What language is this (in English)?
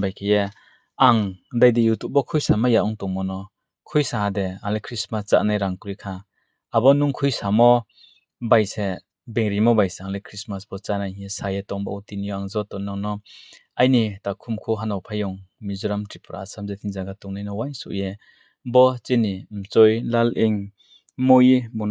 Riang (India)